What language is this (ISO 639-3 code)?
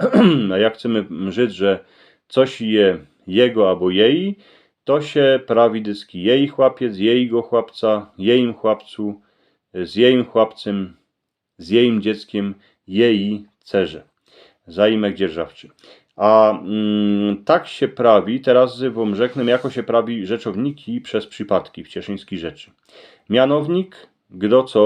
szl